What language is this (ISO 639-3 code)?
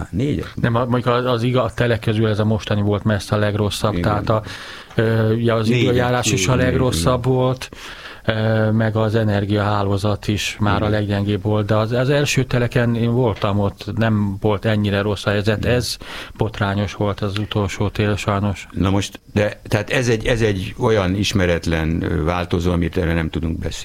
hun